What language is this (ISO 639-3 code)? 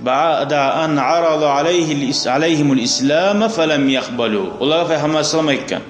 kum